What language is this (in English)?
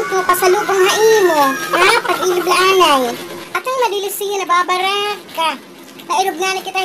Waray